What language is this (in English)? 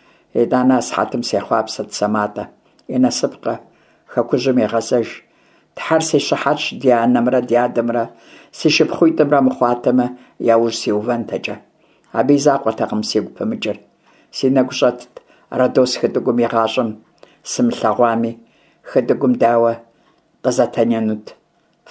Kabardian